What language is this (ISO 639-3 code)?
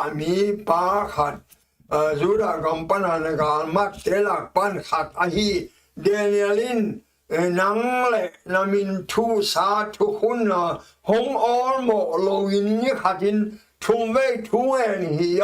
ctd